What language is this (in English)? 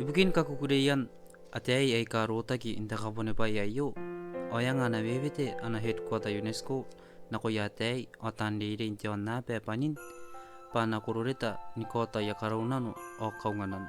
Gilbertese